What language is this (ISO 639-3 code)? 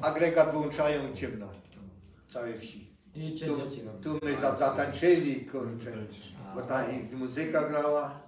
szl